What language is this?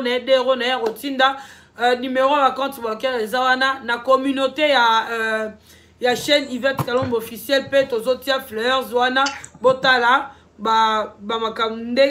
Lingala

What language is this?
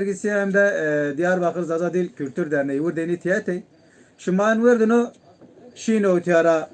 Zaza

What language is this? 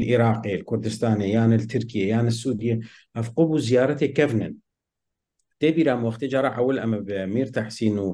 Kurdish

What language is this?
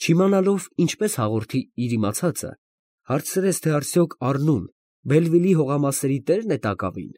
Armenian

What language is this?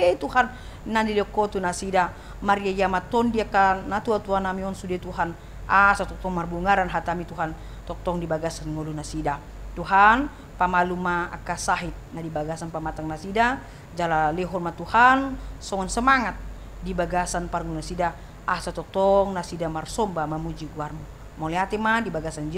Batak Toba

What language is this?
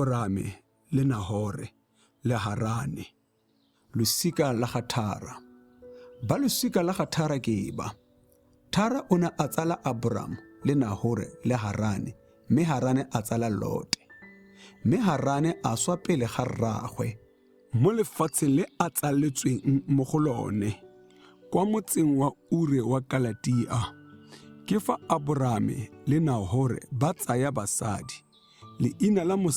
Tswana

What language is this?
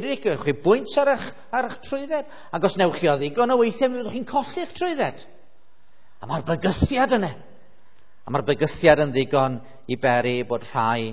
Welsh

